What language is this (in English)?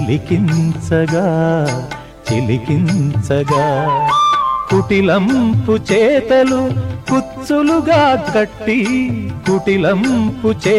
Telugu